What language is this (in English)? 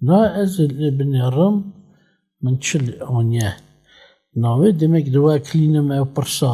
Kurdish